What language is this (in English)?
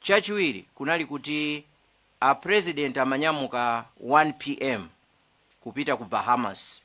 Nyanja